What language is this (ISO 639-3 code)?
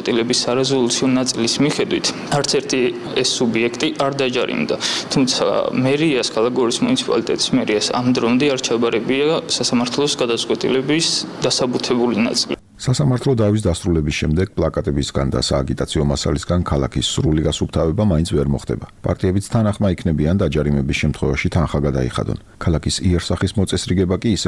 kat